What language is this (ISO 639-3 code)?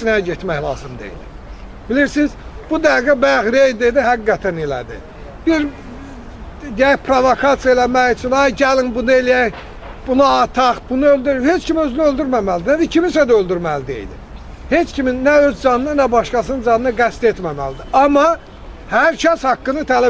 aze